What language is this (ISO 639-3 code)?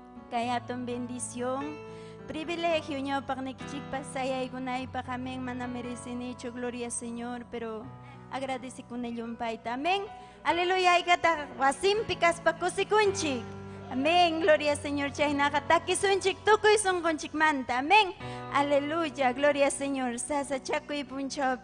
quy